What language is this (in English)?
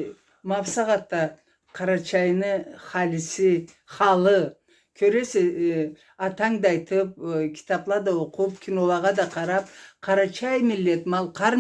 Karachay-Balkar